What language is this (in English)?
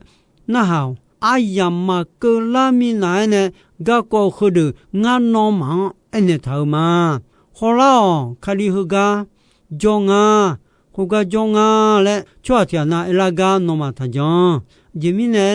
Akha